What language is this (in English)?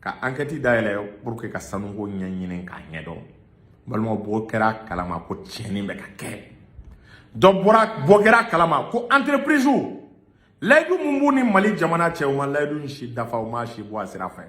Bambara